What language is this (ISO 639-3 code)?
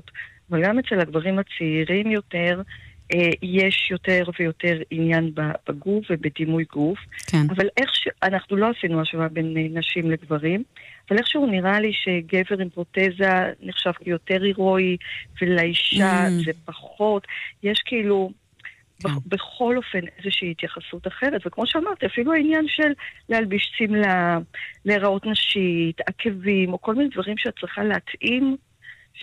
heb